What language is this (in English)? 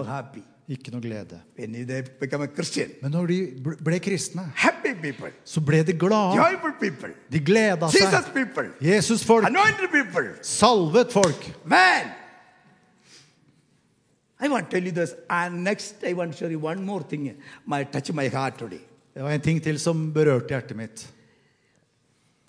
Norwegian